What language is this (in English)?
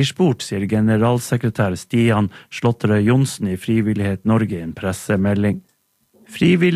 Norwegian